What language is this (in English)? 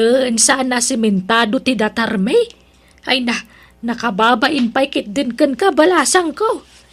Iloko